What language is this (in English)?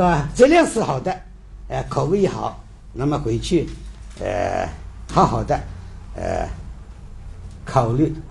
Chinese